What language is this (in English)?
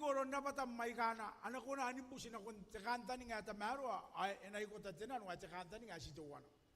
Gilbertese